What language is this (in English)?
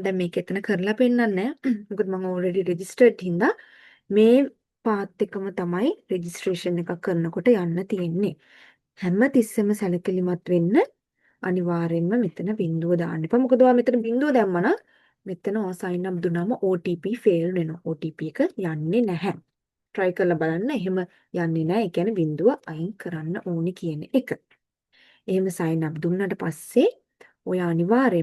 Sinhala